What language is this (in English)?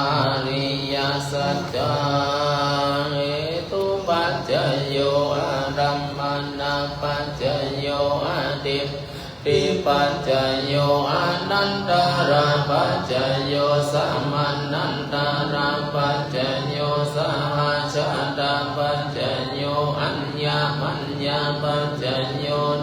Pali